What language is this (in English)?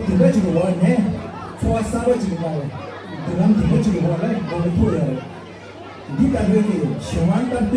Tibetan